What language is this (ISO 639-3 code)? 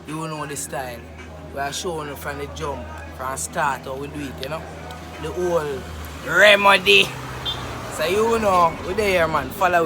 jam